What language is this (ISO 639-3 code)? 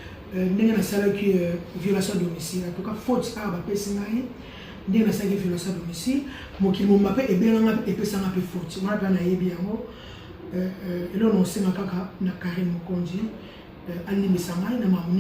lin